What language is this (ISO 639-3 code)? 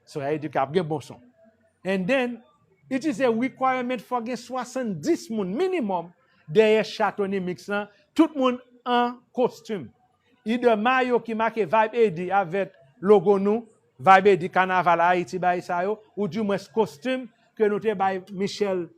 hat